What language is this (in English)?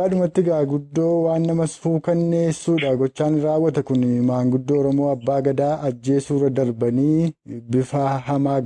Oromo